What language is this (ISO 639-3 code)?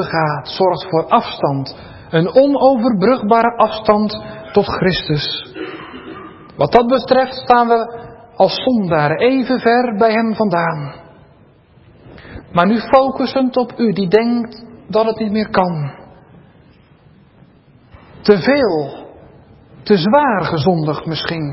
nld